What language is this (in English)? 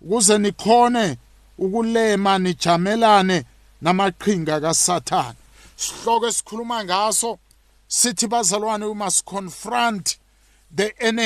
South Ndebele